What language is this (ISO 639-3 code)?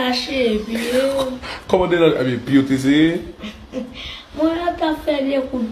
hat